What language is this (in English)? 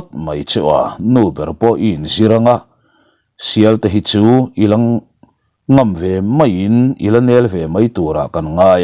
Mizo